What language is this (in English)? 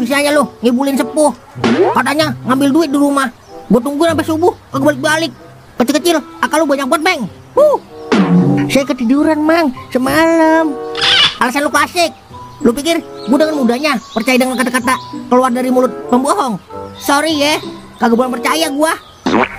Betawi